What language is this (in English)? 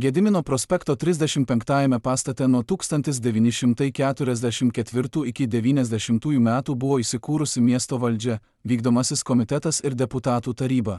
Lithuanian